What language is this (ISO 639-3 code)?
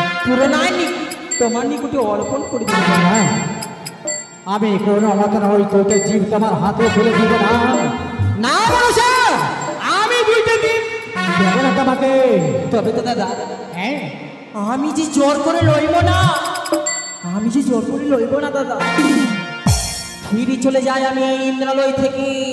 ben